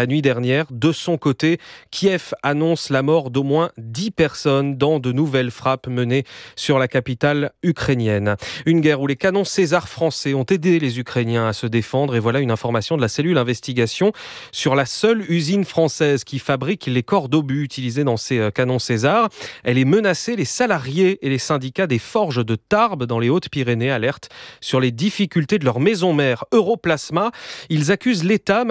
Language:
French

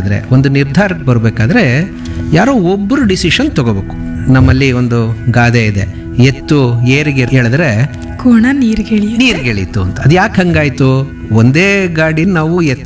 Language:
Kannada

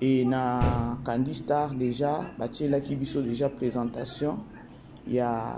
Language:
Lingala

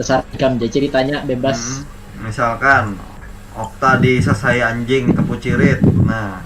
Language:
Banjar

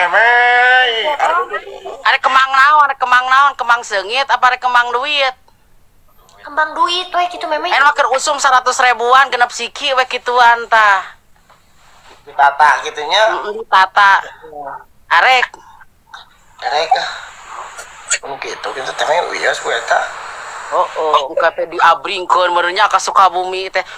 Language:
Sundanese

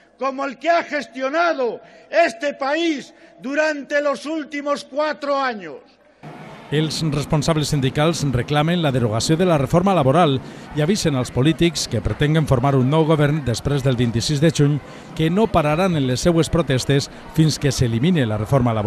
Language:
Catalan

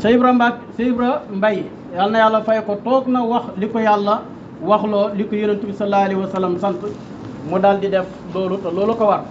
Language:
Wolof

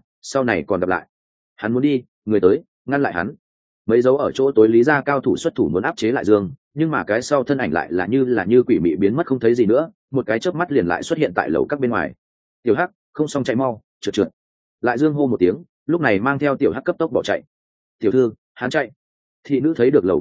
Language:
Vietnamese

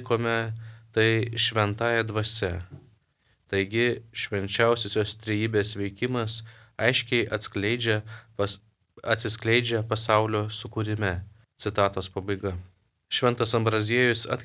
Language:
Lithuanian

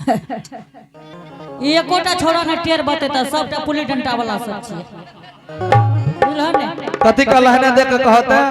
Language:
Angika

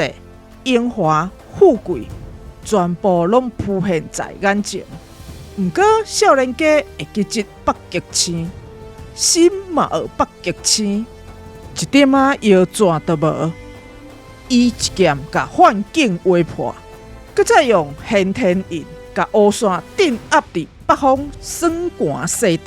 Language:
Min Nan Chinese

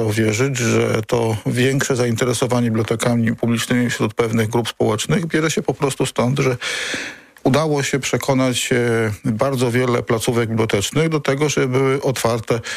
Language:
Polish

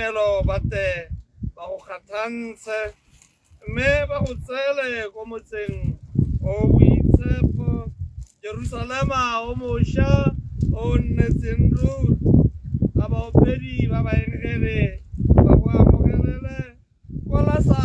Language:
Tswana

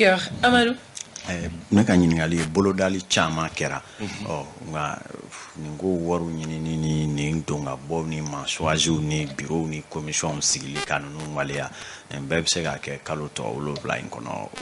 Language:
Bambara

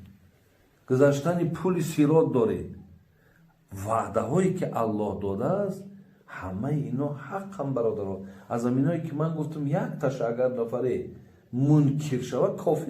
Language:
Tajik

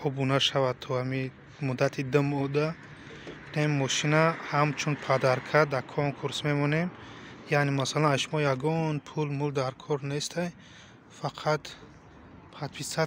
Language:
Tajik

